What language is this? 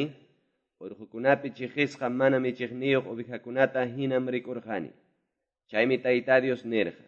Quechua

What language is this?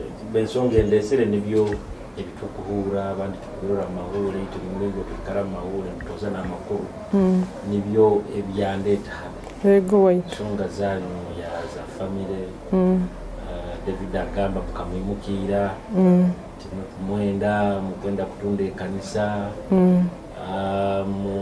Nyoro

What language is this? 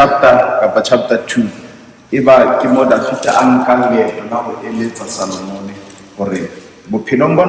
Southern Sotho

